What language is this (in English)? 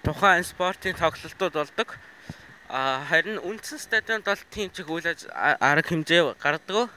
Mongolian